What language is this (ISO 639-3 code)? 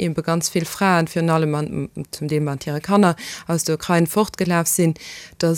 ltz